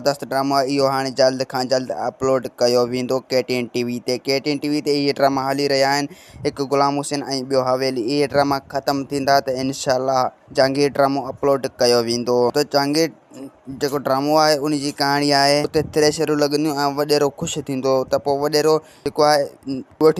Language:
Sindhi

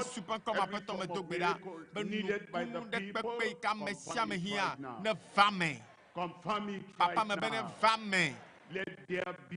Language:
Ewe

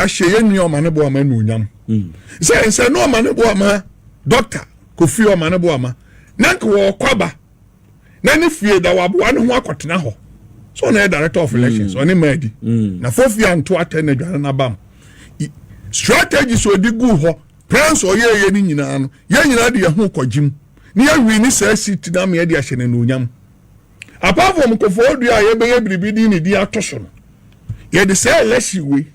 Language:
Akan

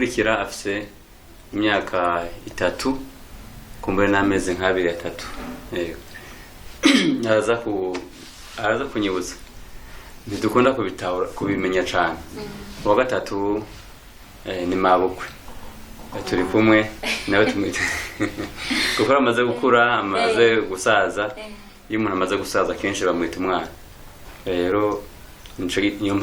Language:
Rundi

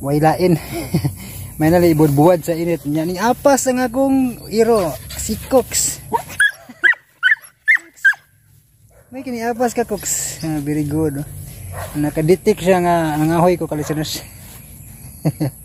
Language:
Cebuano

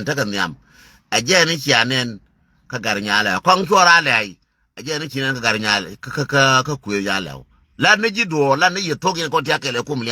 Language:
Nuer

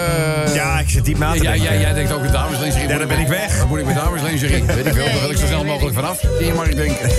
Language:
Dutch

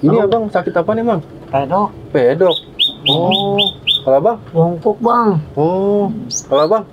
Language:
Betawi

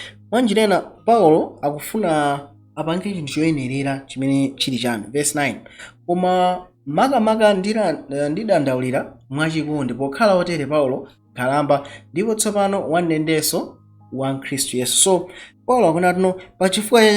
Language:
Nyanja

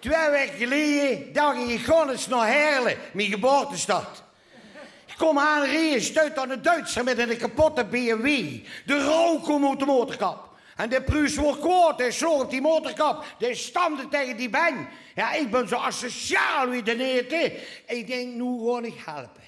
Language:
Limburgish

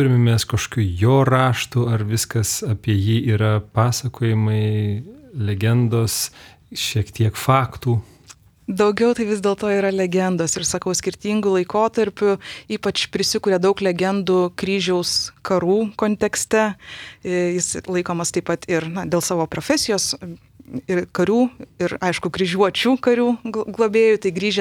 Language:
Lithuanian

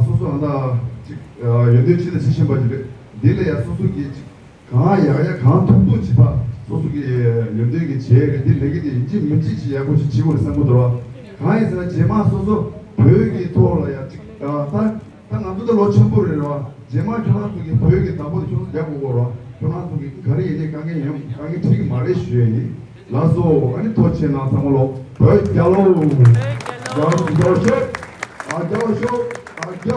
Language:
Tibetan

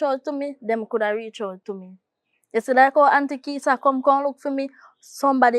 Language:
Jamaican Creole English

